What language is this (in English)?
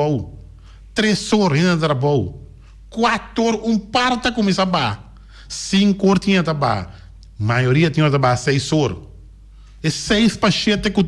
Papiamento